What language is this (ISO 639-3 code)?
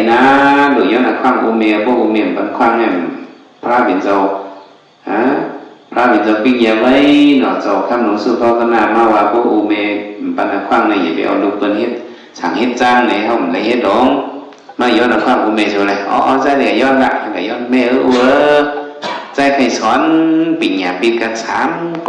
shn